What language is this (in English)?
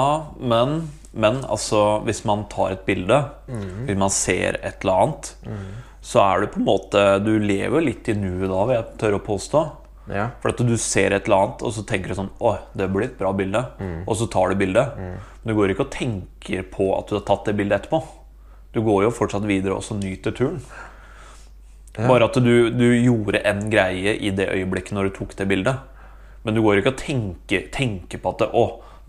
Norwegian